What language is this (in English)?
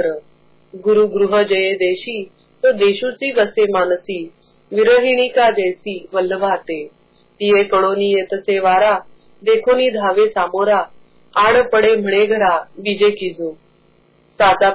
Marathi